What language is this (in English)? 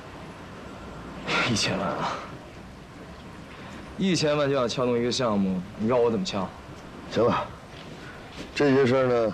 Chinese